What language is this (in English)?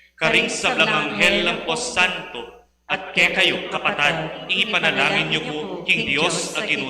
Pampanga